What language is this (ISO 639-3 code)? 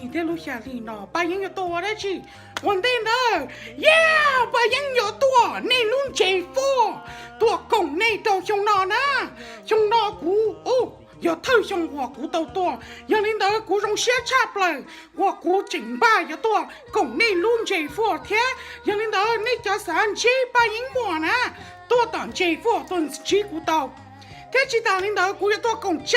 hmn